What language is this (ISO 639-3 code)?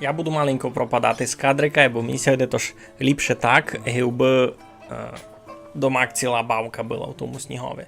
rue